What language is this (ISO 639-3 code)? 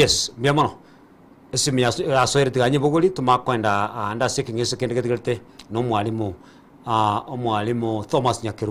guz